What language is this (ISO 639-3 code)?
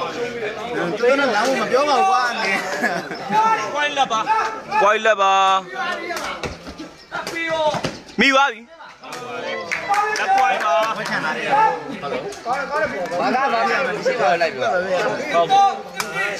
mya